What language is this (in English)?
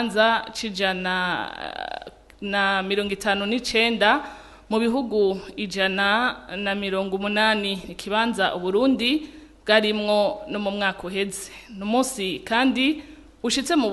Rundi